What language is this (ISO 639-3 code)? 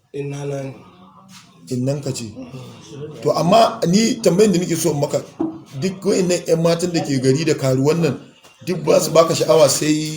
hau